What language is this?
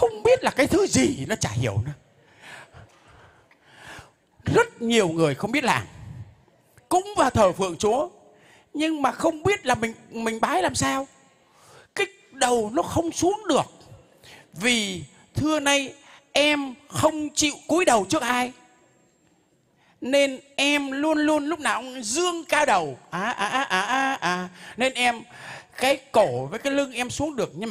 Vietnamese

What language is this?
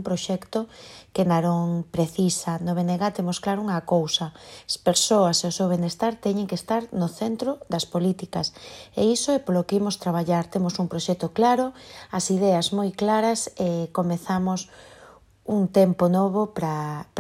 Galician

